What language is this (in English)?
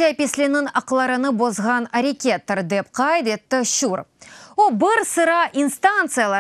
Crimean Tatar